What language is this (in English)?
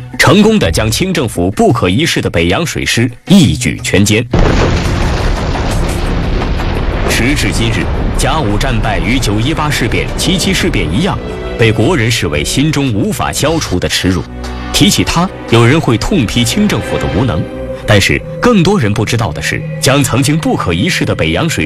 Chinese